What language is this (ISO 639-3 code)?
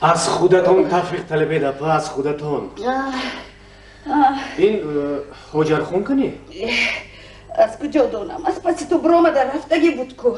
tgk